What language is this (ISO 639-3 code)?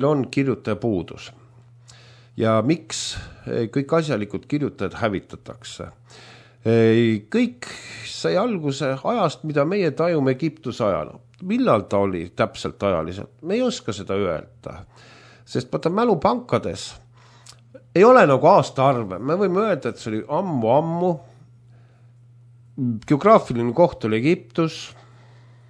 est